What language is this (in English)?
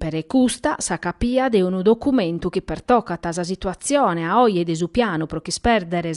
Sardinian